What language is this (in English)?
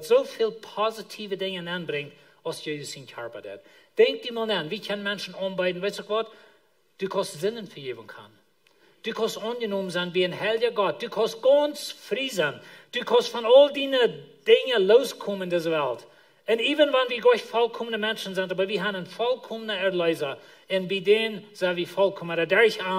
Plautdietsch